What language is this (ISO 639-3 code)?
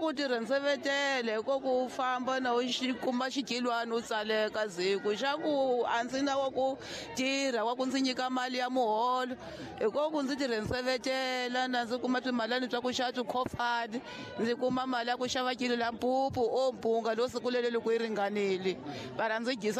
tso